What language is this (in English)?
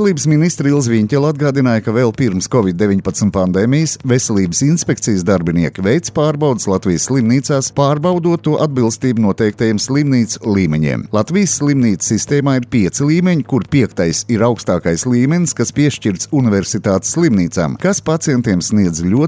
Latvian